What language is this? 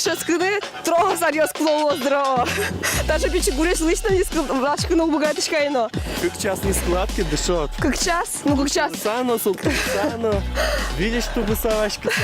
Udmurt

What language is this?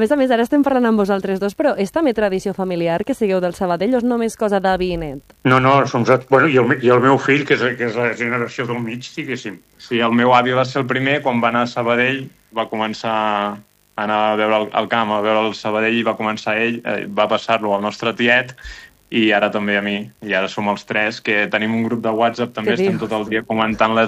Catalan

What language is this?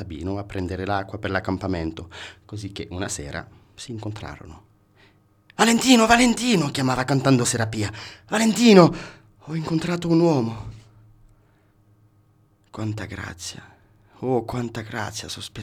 Italian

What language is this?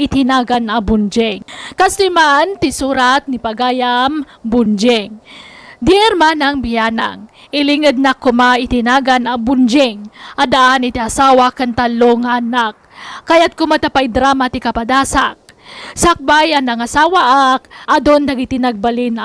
Iloko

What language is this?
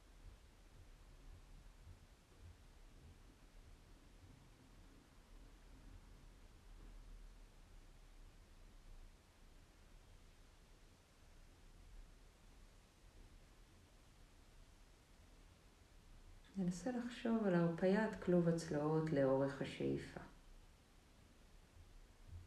Hebrew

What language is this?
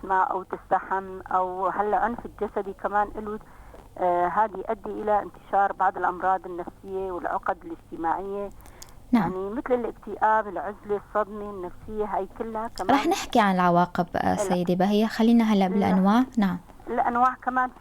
North Levantine Arabic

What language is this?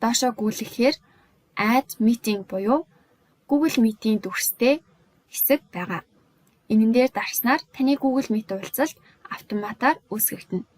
Mongolian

